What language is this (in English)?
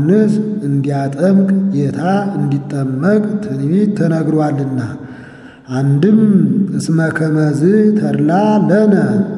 Amharic